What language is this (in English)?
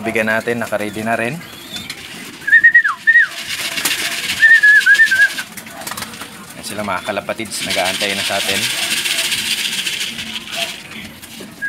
Filipino